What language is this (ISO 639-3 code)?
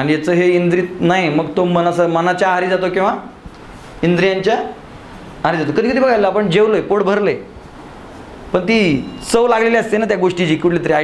mar